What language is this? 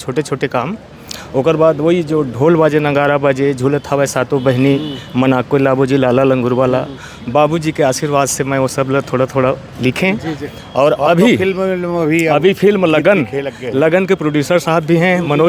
Chhattisgarhi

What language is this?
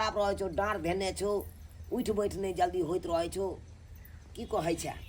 Maithili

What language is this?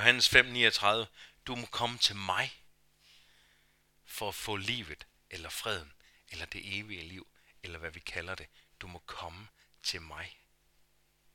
Danish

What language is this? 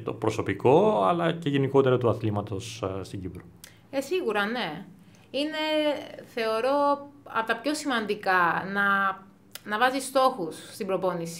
Greek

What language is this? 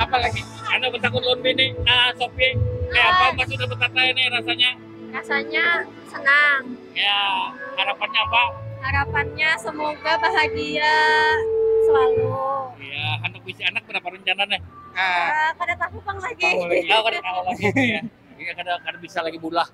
Banjar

